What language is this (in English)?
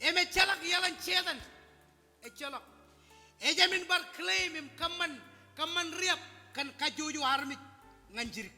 Marshallese